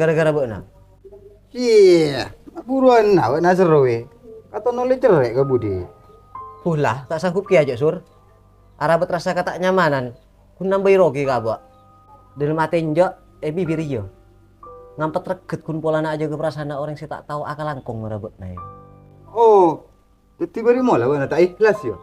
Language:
Madurese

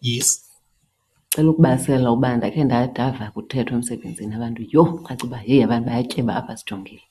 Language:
Xhosa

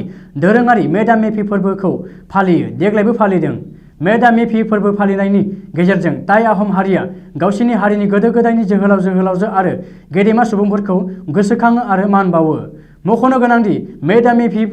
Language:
Bodo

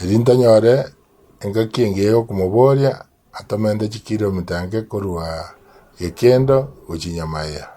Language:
Gusii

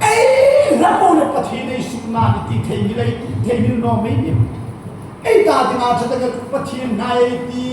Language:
Hmar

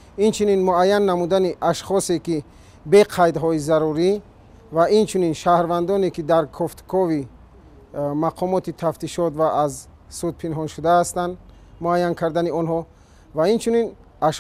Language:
Tajik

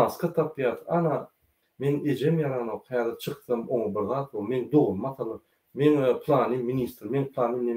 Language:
Turkmen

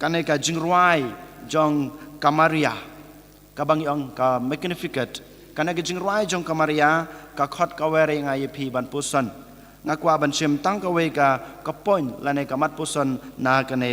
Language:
Khasi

